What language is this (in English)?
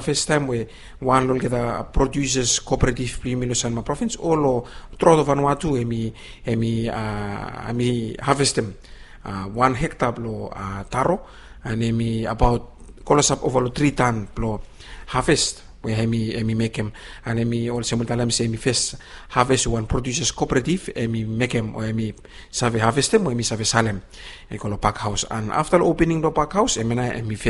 Bislama